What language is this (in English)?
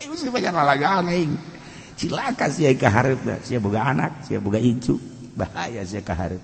Sundanese